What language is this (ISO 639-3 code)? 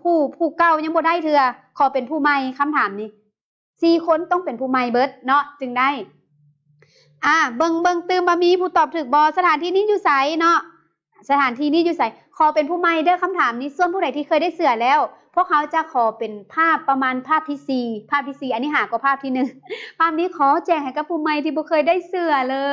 lao